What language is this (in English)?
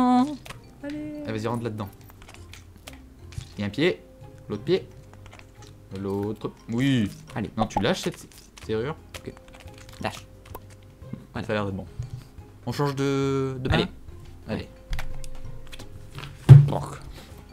French